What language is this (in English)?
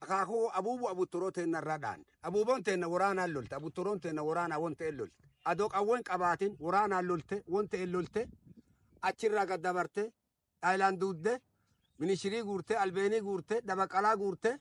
Oromo